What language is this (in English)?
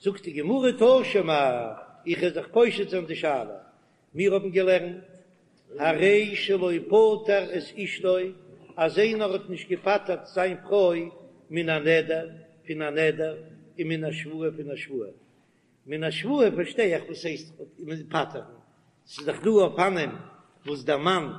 Yiddish